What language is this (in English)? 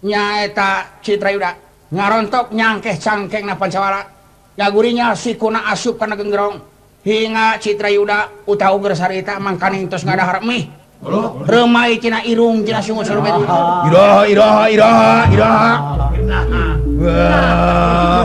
Sundanese